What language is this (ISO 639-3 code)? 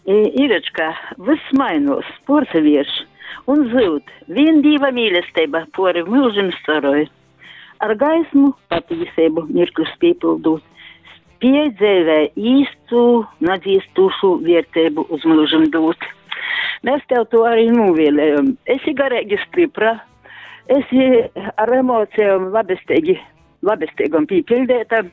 ltg